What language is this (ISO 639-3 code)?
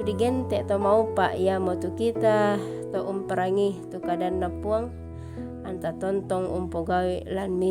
sda